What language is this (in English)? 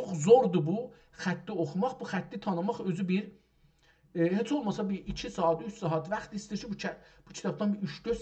South Azerbaijani